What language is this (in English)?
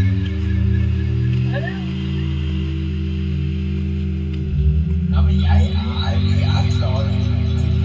Norwegian